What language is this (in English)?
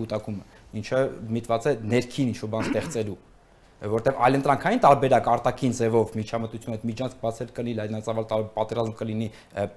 Armenian